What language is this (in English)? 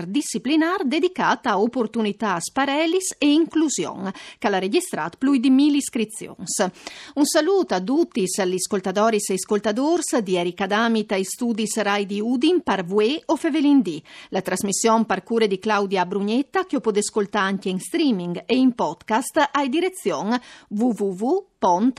Friulian